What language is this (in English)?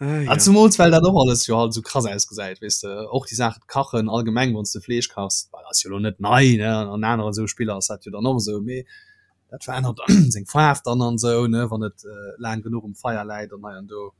Luxembourgish